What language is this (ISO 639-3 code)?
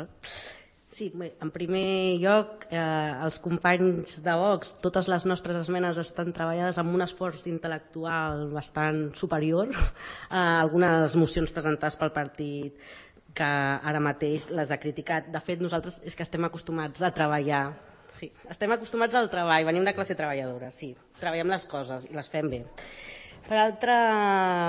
cat